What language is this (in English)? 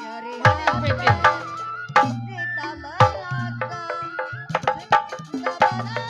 Betawi